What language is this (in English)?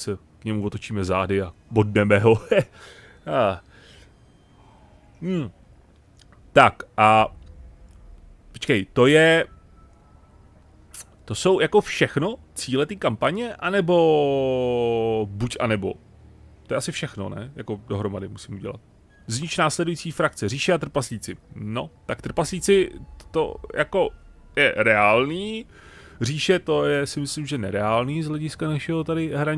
Czech